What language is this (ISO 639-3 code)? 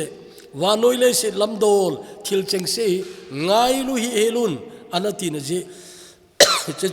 tcz